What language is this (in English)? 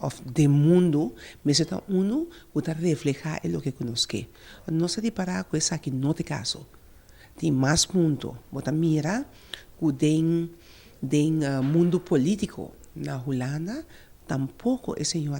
Papiamento